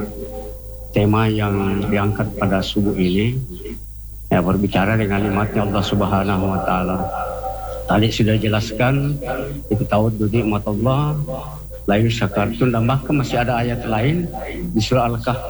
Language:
Indonesian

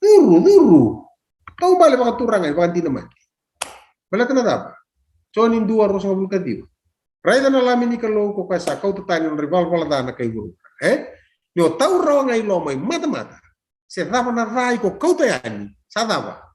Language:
Fijian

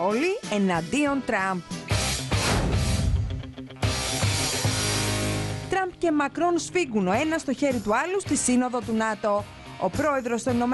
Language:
Greek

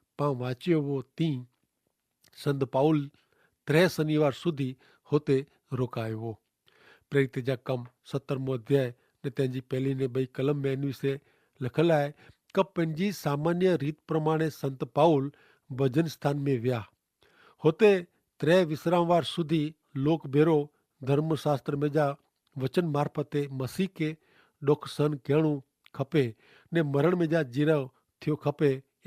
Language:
Kachhi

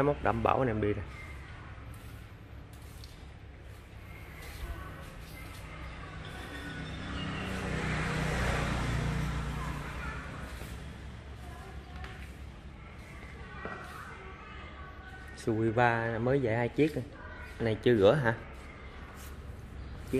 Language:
Vietnamese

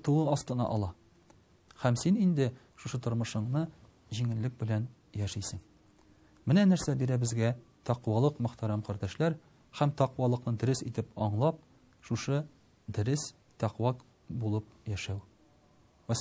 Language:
Tatar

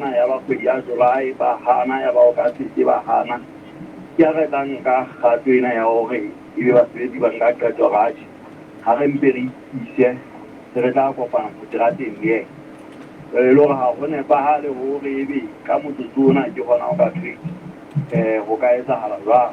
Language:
Southern Sotho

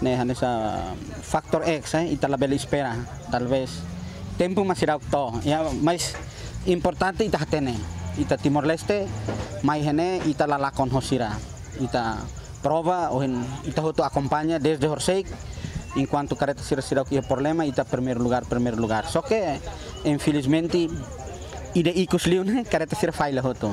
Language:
Tetum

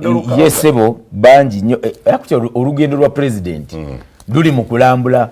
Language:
Ganda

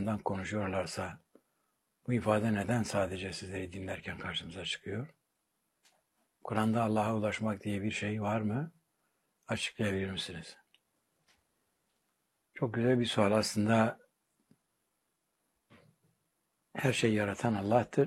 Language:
Turkish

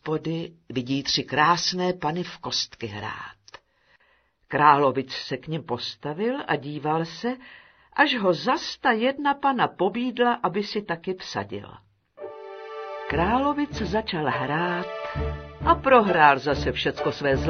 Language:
Czech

